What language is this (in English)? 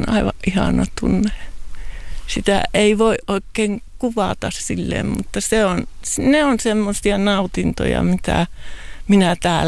Finnish